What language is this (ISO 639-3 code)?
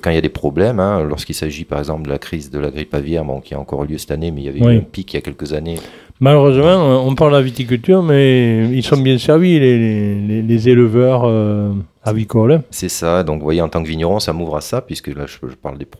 fra